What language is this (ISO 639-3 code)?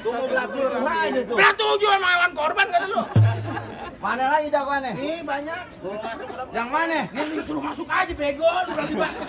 bew